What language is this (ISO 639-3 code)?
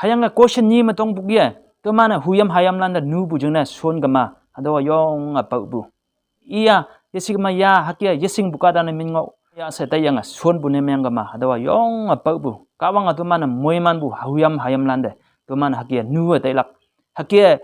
nbe